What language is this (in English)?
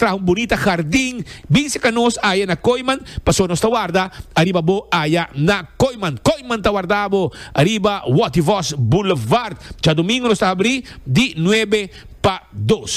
Papiamento